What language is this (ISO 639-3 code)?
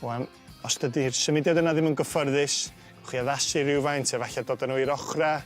cym